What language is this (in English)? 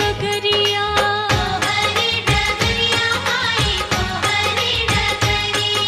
Bhojpuri